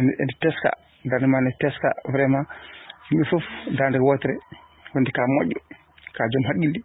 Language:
Fula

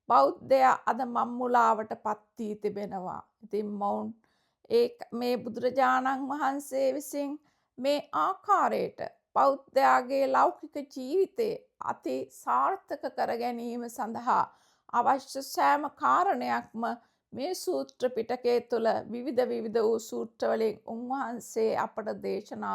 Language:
Sinhala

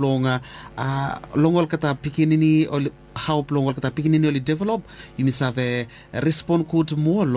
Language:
Bislama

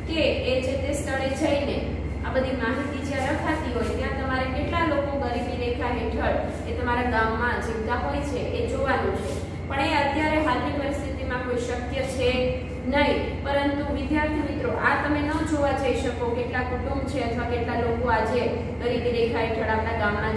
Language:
Gujarati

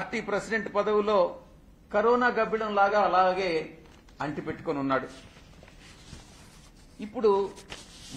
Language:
Telugu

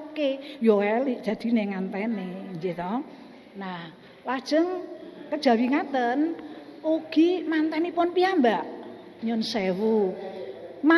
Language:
Javanese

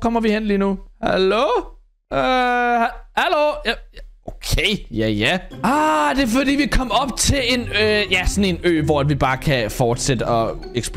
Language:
Danish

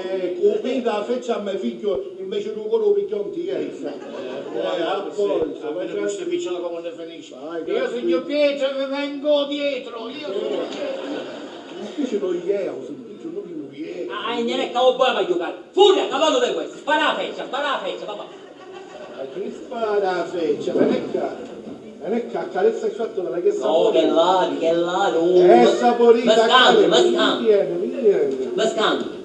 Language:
Sicilian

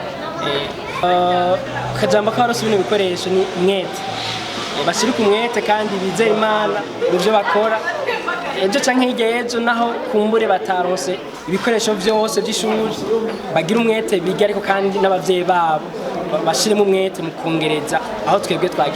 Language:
Rundi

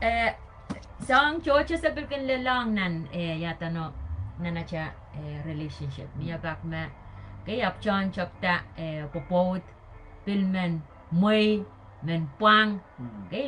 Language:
Pohnpeian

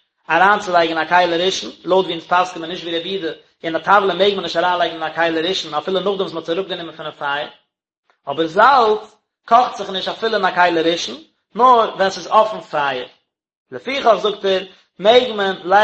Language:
Yiddish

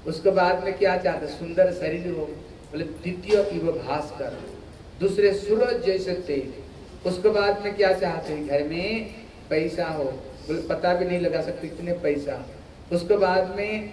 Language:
Hindi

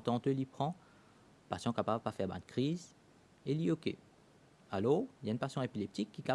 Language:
Morisyen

